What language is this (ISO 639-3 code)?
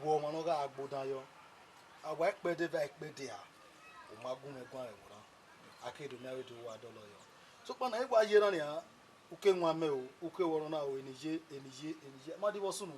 bin